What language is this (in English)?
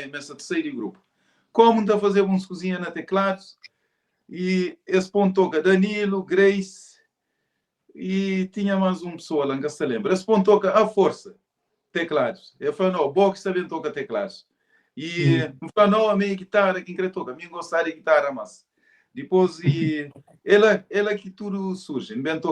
Kabuverdianu